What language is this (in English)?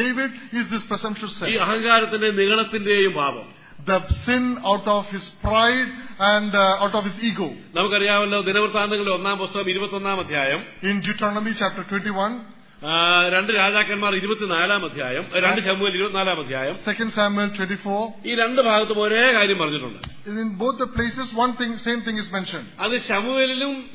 Malayalam